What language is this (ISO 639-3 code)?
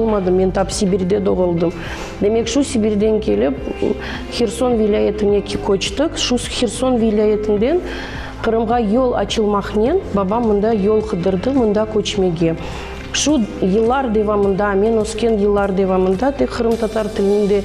crh